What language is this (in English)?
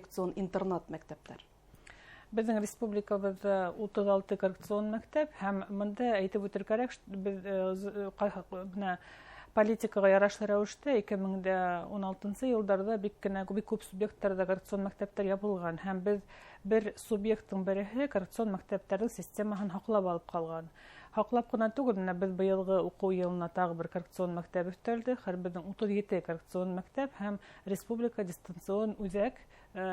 Bashkir